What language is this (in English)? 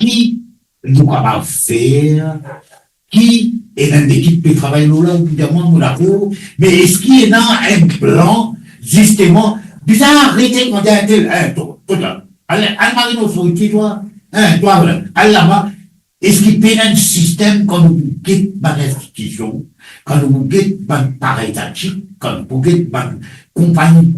Morisyen